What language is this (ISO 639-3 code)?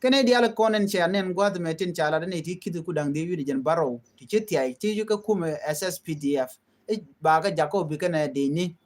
nus